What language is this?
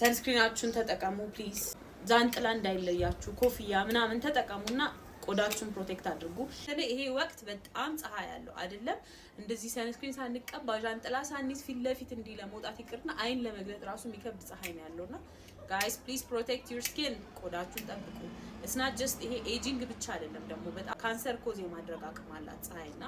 Amharic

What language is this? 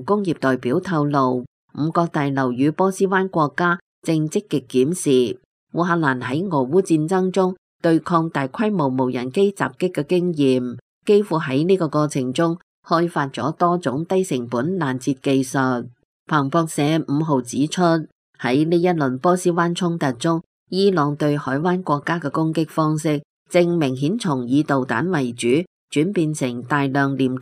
Cantonese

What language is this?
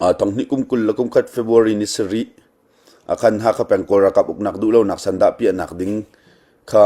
Hakha Chin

